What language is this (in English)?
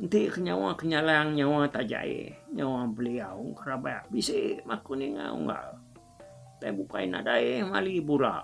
Iban